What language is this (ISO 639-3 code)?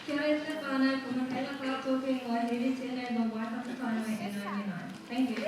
mri